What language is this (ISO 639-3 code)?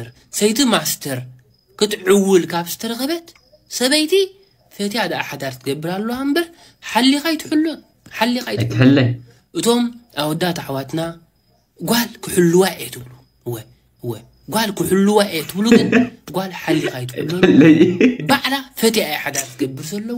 tir